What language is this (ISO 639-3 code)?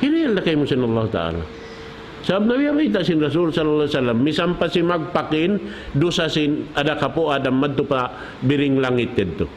tsg